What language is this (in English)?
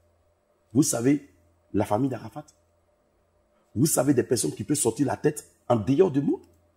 French